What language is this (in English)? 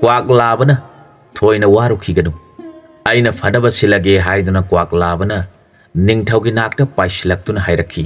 Manipuri